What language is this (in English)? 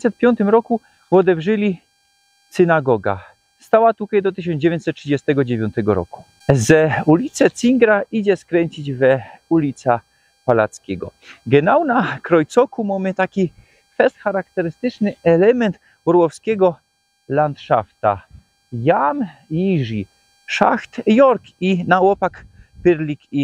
Silesian